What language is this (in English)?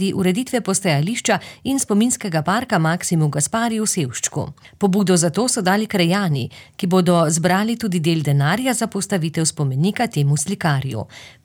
Slovenian